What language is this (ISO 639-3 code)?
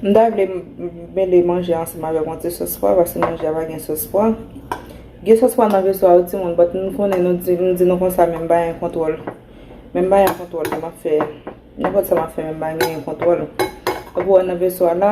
hat